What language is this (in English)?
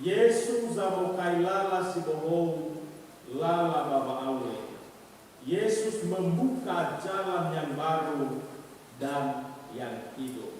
Nias